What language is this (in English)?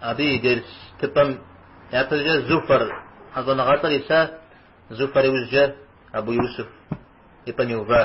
Kabardian